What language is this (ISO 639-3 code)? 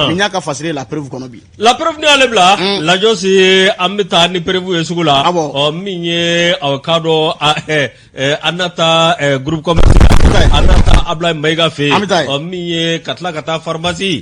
bam